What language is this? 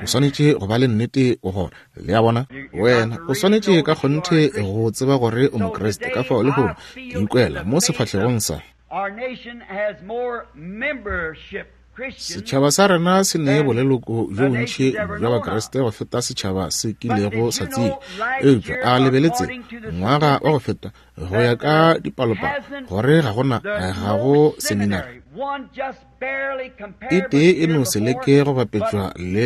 Northern Sotho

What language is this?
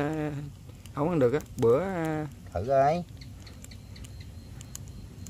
Vietnamese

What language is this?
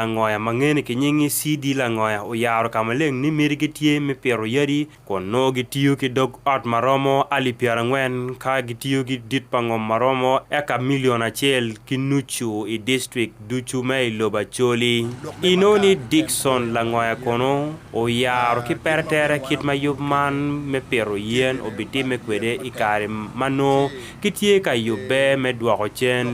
Acoli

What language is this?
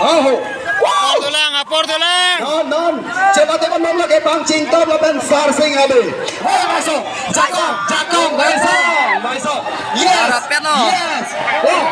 Karbi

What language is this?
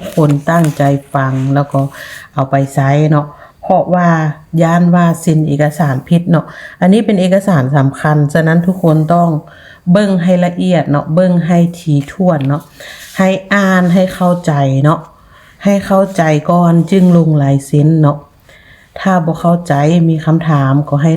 Lao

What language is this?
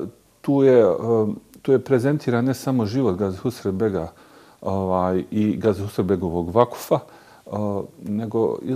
Bosnian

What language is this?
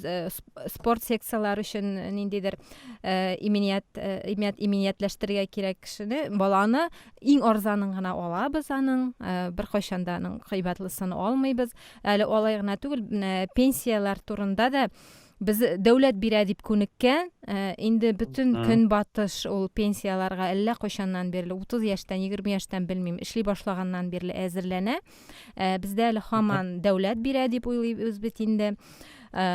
Tatar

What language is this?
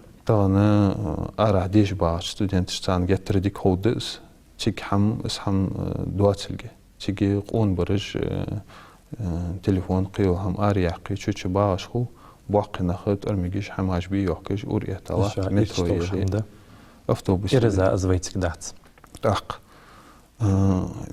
Ingush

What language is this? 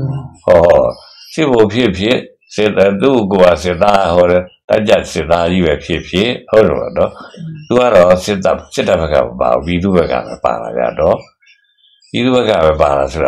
Burmese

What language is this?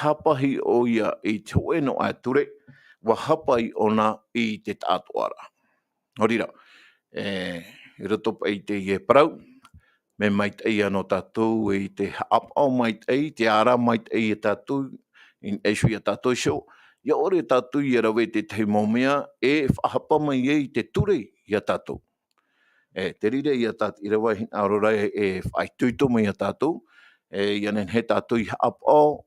Tahitian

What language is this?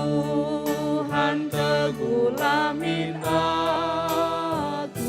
Batak Karo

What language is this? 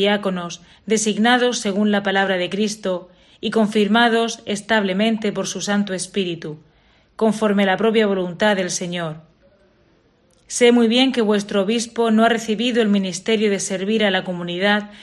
Spanish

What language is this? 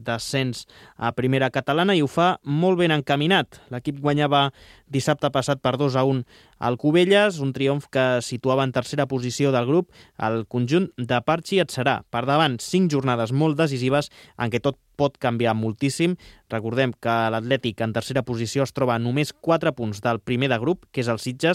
Catalan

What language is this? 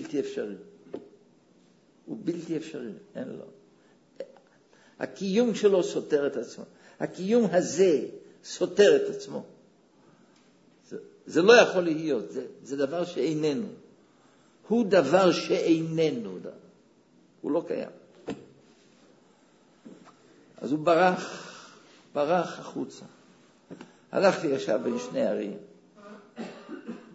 Hebrew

